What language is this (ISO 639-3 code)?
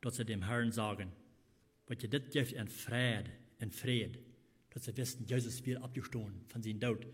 pdt